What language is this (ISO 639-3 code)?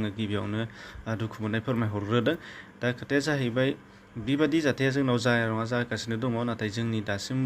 brx